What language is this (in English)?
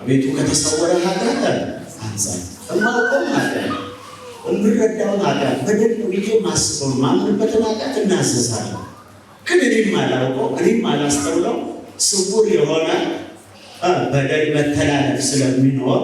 Amharic